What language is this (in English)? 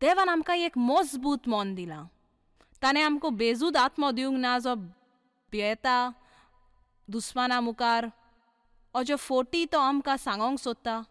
Konkani